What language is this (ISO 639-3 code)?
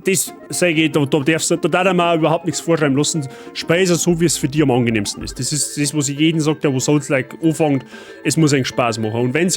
bar